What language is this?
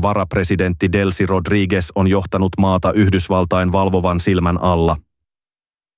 Finnish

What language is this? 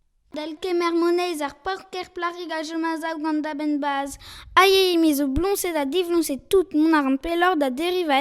Breton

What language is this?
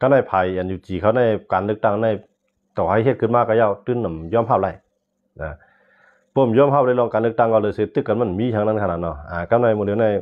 Shan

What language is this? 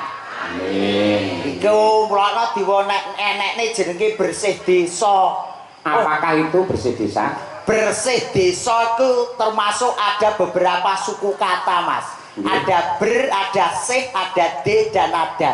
Javanese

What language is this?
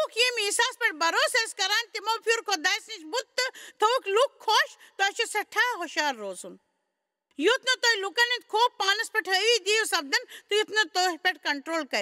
Kashmiri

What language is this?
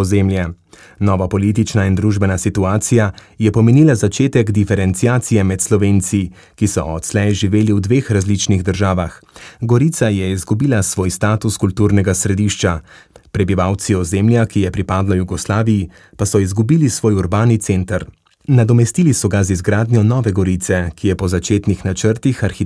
Slovenian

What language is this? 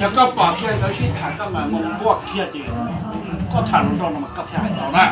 Hmong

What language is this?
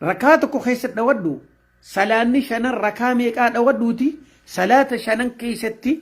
Oromo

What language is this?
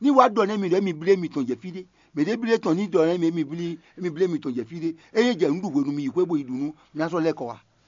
Fon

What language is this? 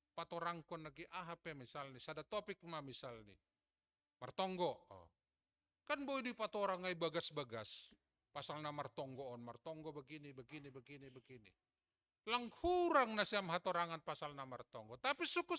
Batak Simalungun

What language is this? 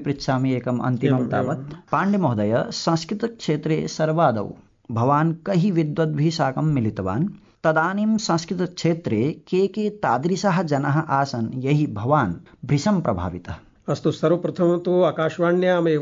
Sanskrit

